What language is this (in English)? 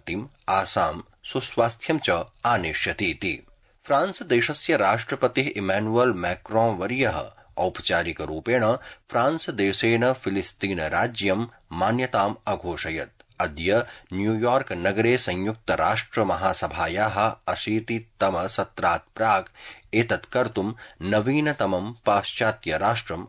Sanskrit